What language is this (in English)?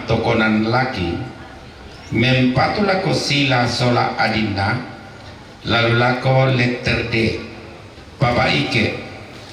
Toraja-Sa'dan